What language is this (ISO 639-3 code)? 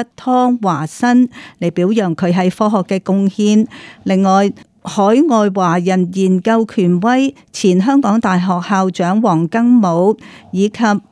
yue